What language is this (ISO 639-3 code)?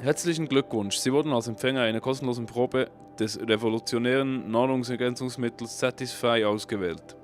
gsw